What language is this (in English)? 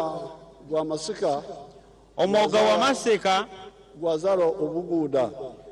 Nyankole